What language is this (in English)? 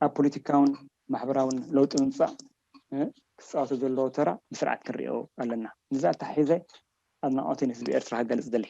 Tigrinya